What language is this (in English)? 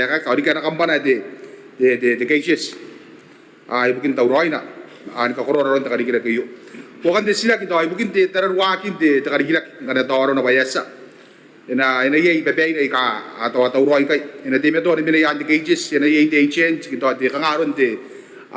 Gilbertese